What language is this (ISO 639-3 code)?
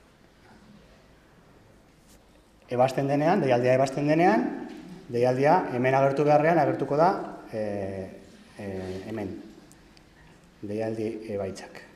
eus